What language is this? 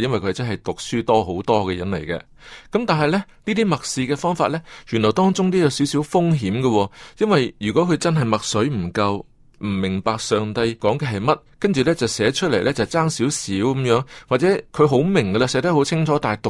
Cantonese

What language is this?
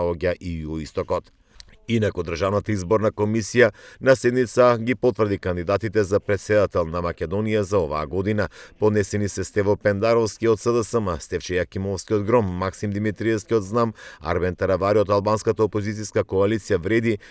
Macedonian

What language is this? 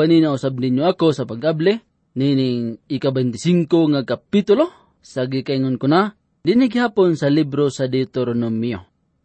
Cebuano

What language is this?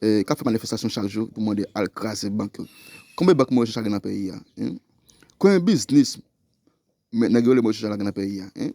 Haitian Creole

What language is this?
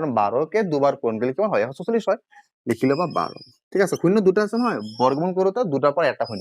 Assamese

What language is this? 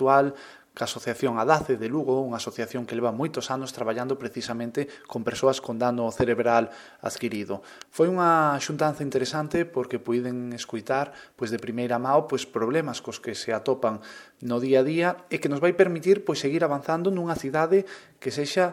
Galician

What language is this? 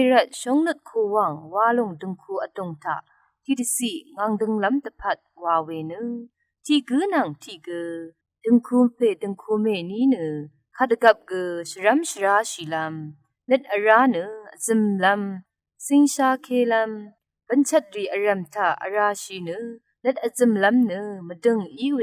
Rawang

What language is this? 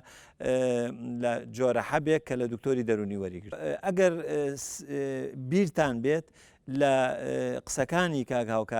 Central Kurdish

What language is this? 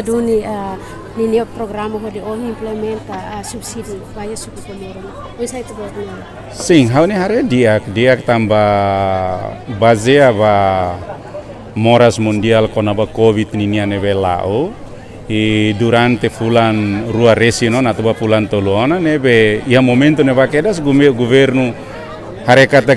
Tetum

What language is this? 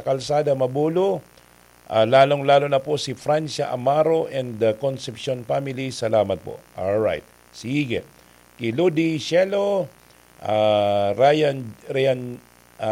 Bikol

